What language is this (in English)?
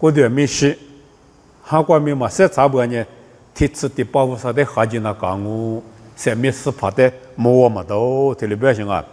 Lisu